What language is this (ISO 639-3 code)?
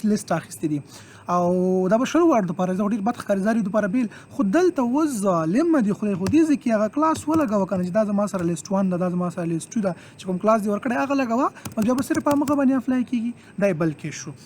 pus